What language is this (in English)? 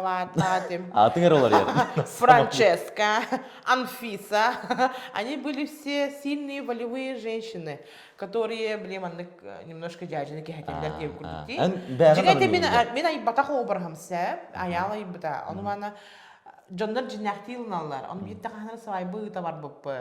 Yakut